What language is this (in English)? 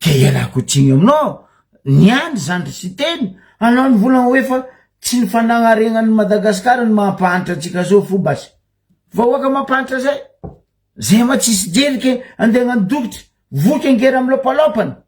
Malagasy